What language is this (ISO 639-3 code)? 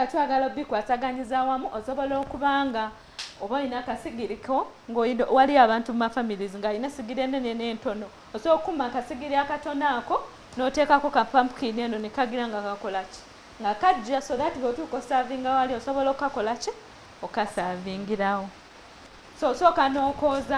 lug